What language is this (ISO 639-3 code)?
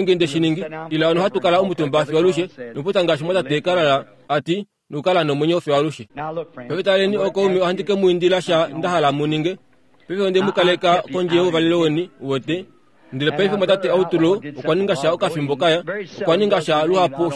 kua